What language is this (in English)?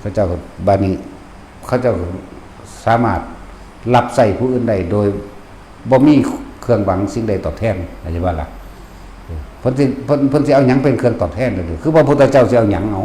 Northeastern Thai